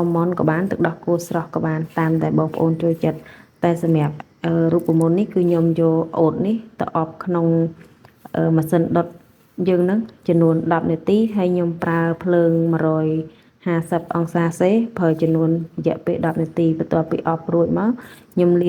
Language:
Khmer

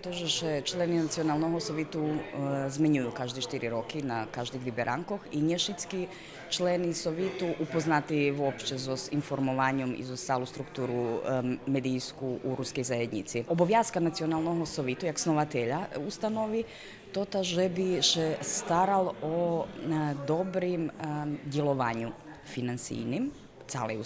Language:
Rusyn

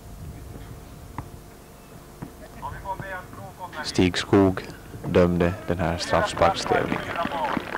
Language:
Swedish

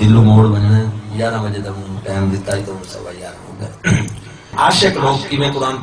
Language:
Saraiki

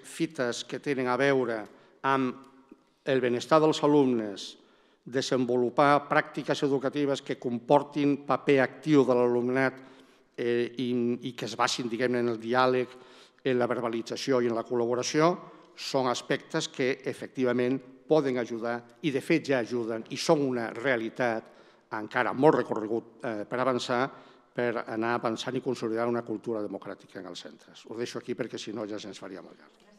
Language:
Catalan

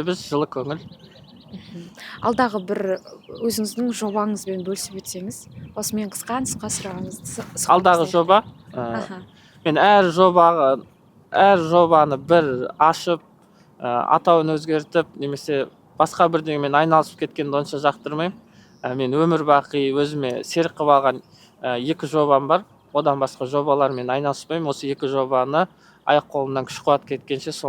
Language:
Kazakh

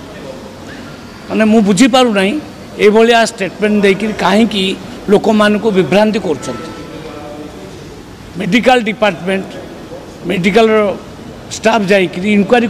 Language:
Odia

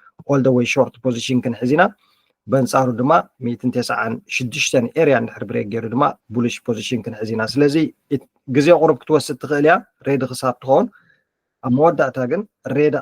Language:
Tigrinya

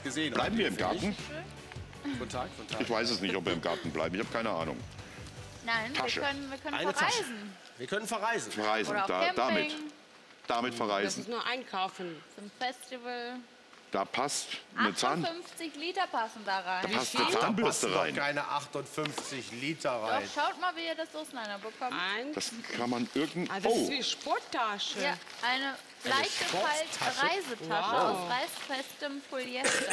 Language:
German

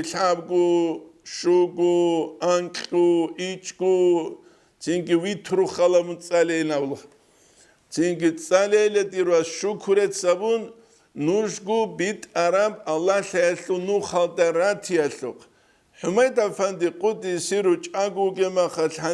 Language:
Avaric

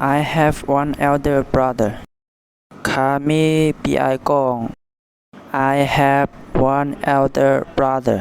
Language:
Shan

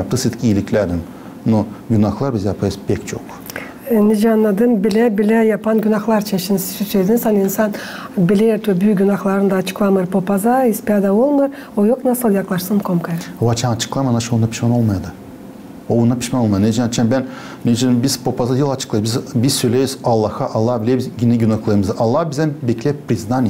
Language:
Gagauz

